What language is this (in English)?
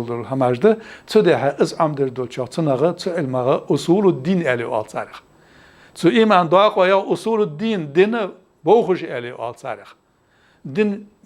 Ingush